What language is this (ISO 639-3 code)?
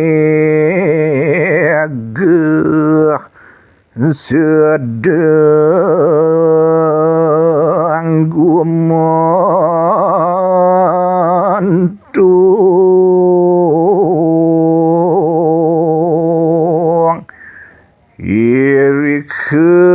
ban